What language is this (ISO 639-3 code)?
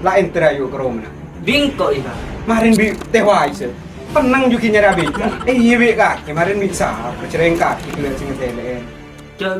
mad